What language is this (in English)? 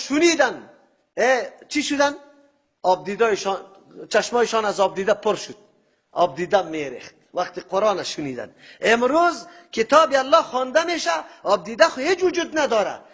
Persian